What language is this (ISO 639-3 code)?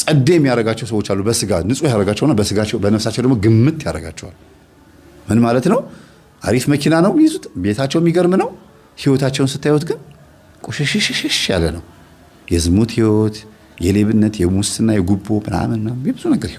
amh